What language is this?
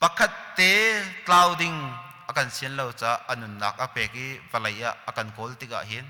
Hakha Chin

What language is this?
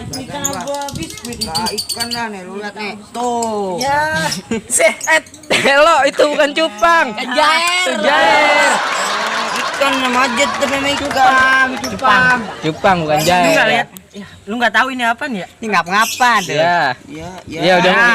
Betawi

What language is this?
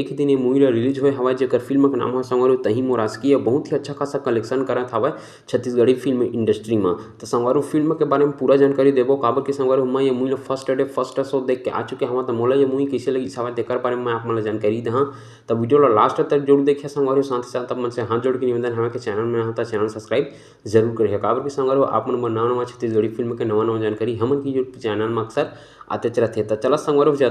Chhattisgarhi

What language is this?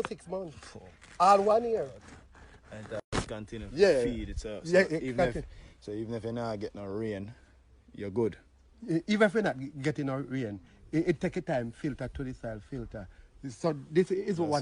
Jamaican Creole English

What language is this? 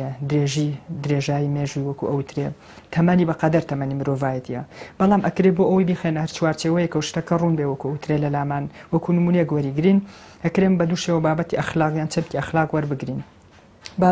Central Kurdish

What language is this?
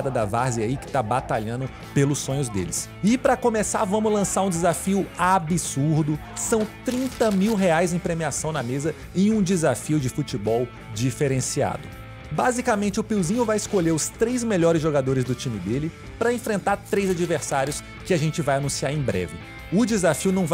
Portuguese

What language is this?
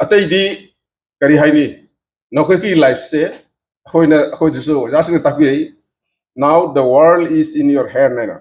Manipuri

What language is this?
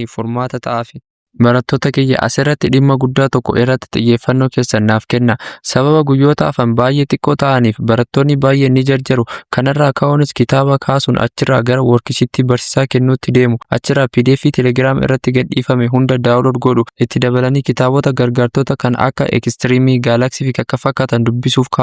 Oromo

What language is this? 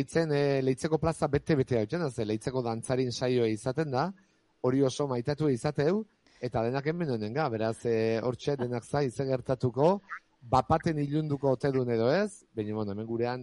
Basque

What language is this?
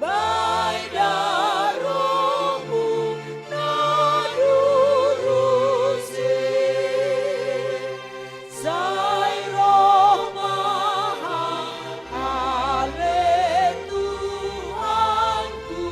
Batak Simalungun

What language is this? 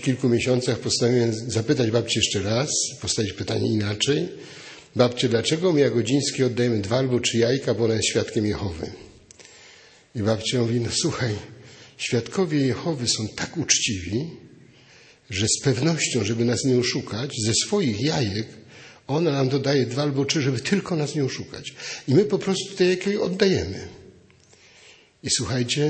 Polish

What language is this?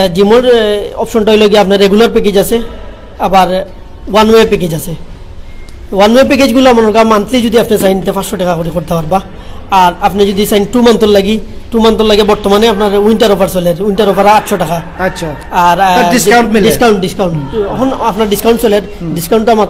Sylheti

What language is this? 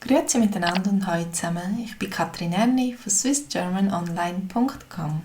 Swiss German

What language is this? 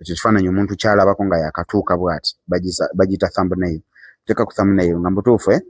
Ganda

